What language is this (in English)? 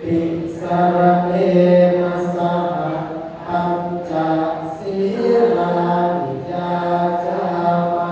Pali